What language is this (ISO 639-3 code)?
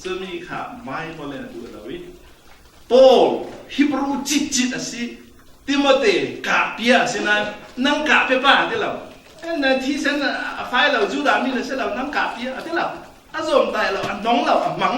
cfm